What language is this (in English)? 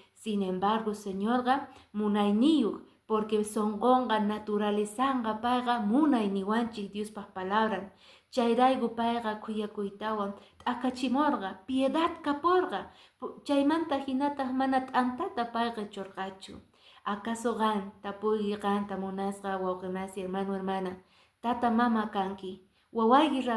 Quechua